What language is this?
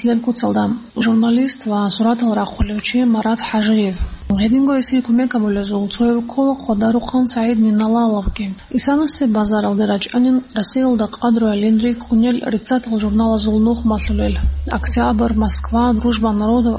Avaric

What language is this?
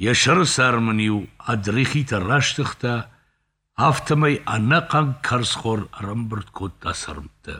Ossetic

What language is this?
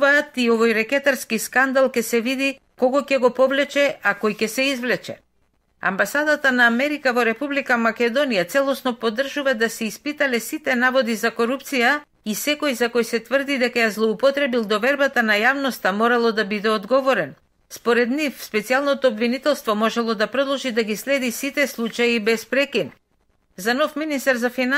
Macedonian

